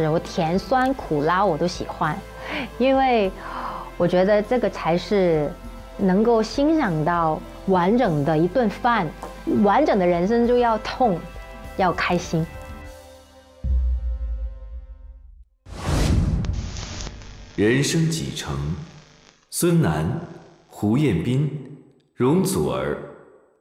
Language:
Chinese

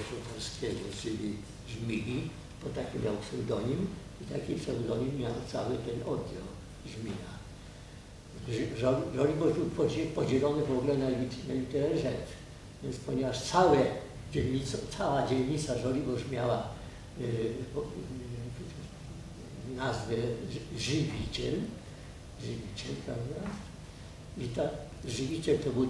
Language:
Polish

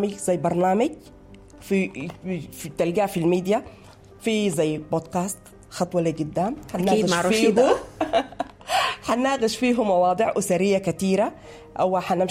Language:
Sudanese Arabic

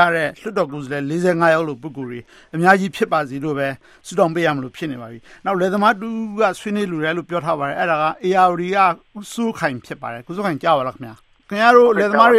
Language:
Burmese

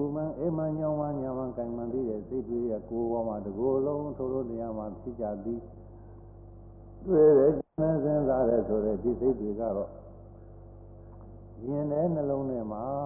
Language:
Burmese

